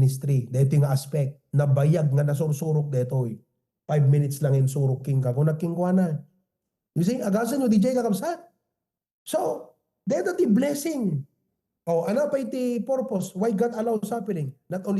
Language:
Iloko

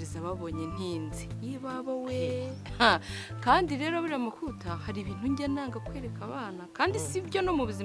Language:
Kinyarwanda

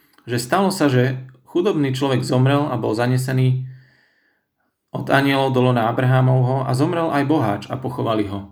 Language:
Slovak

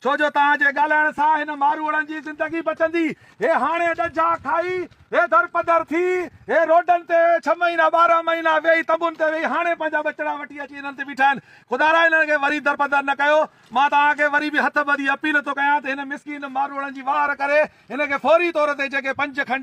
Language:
Sindhi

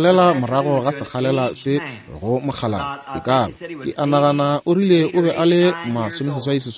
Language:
Northern Sotho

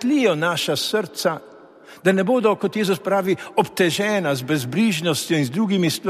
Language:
Slovenian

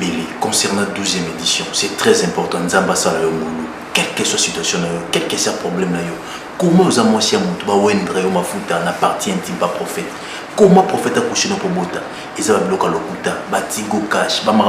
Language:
Lingala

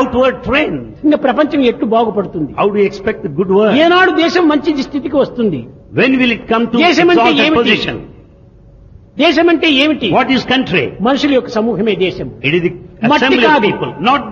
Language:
Telugu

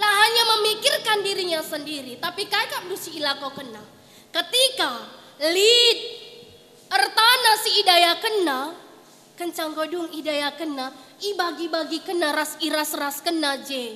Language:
Batak Karo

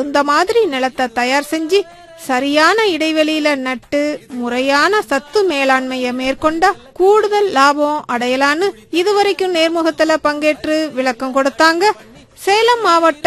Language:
Tamil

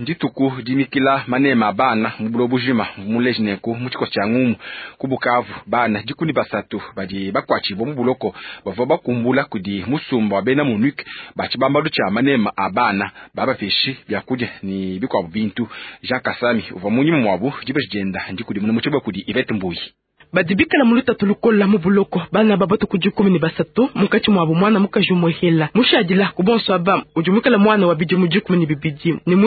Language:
Luba-Lulua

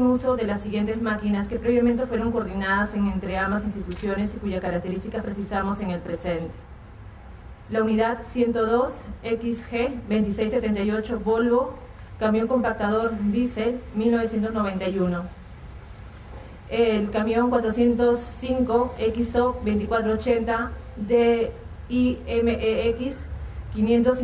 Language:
Spanish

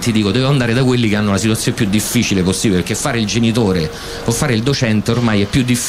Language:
Italian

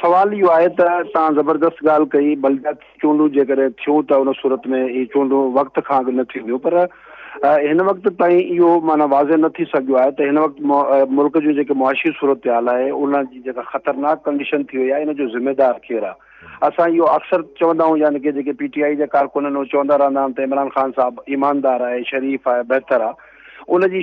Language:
Sindhi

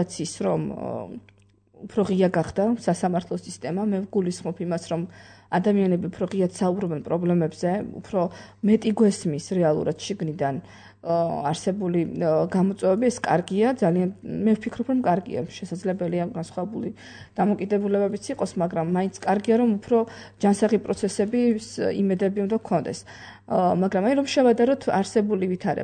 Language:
Georgian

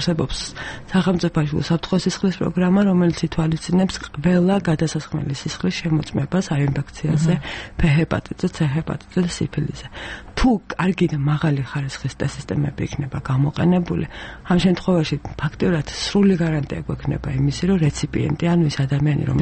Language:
Georgian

